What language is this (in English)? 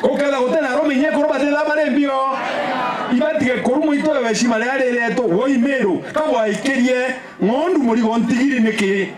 Meru